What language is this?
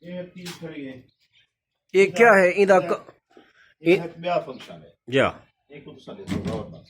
Saraiki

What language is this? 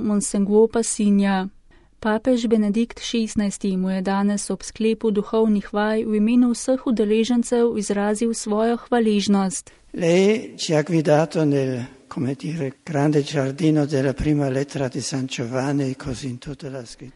Slovenian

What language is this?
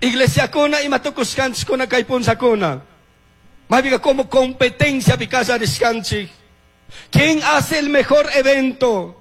Chimborazo Highland Quichua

